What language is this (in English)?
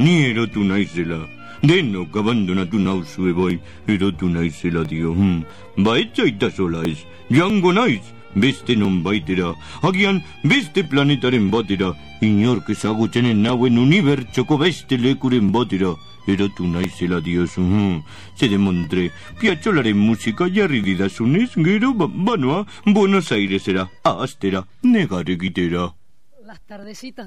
Basque